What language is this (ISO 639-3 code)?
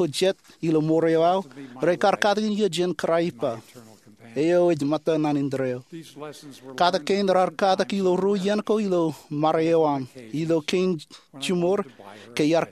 mah